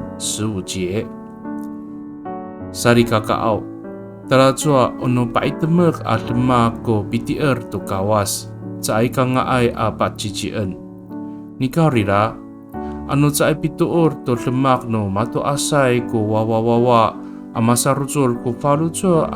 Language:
Amis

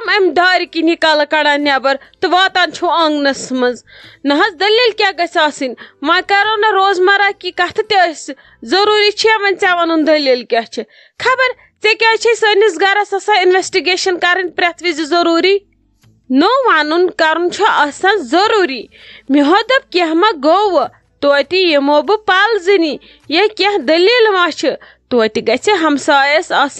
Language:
Kashmiri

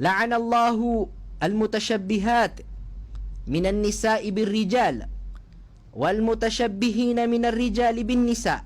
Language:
Maranao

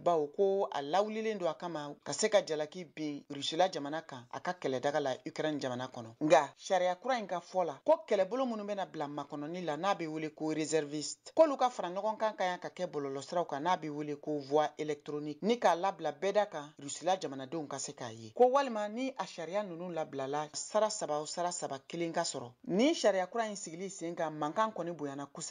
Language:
Bambara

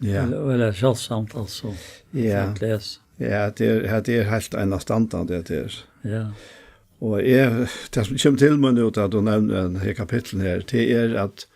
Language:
Faroese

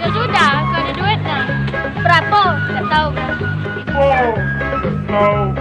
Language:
Musi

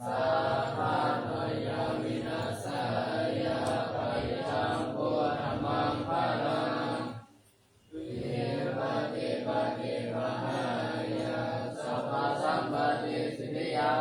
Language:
Pali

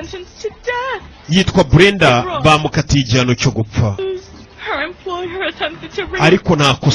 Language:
Kinyarwanda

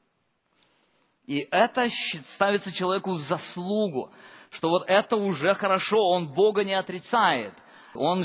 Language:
Russian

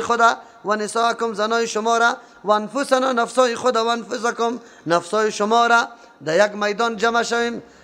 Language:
Persian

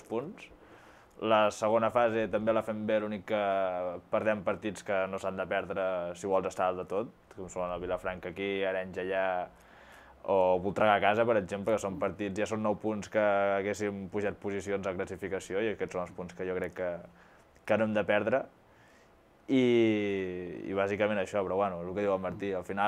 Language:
Catalan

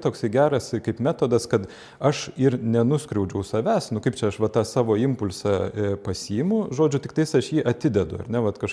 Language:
Lithuanian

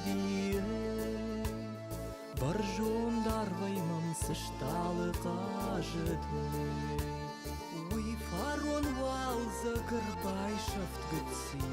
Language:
Ossetic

